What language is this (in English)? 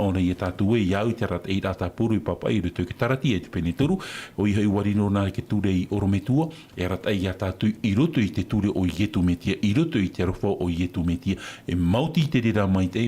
Tahitian